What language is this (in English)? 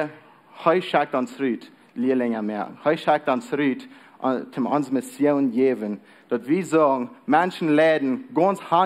Plautdietsch